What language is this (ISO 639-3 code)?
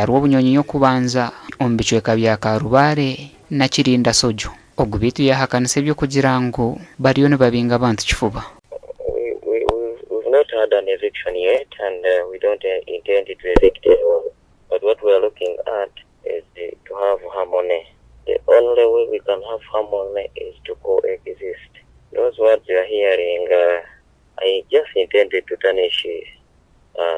nyn